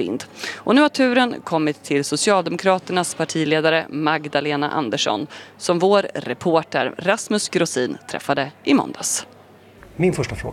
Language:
Swedish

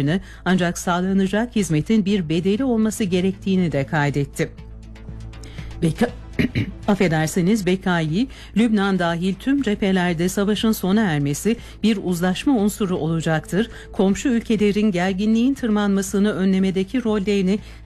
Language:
Turkish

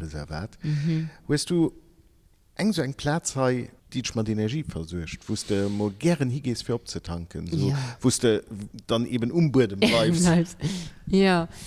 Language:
Luxembourgish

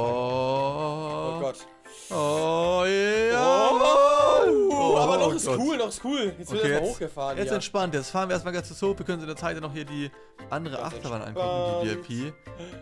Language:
German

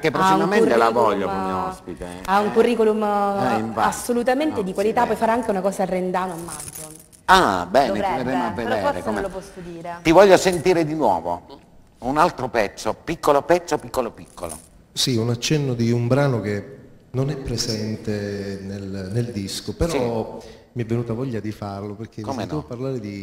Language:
Italian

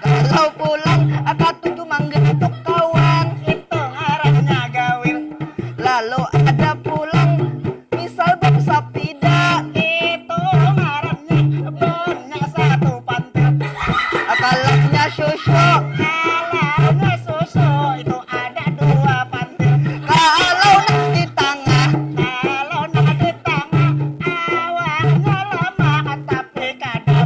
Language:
Banjar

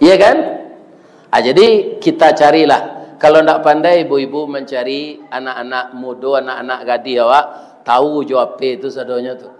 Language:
Minangkabau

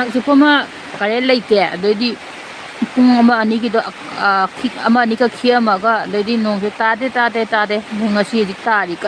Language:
Manipuri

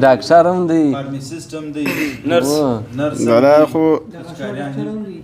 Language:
Pashto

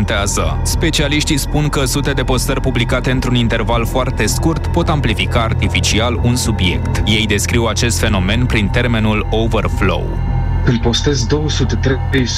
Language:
Romanian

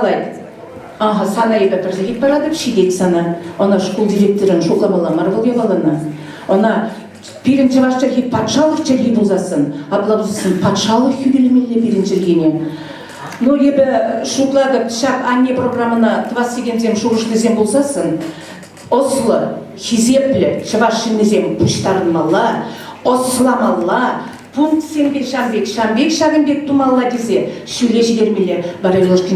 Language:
Chuvash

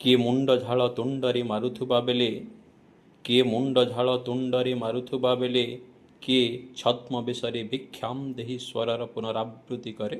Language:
Odia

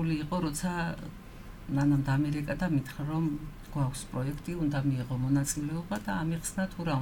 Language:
Georgian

